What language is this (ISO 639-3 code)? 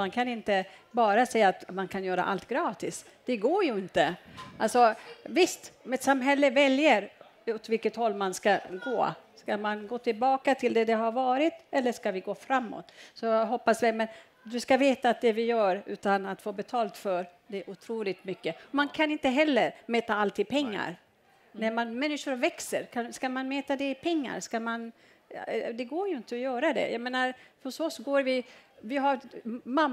swe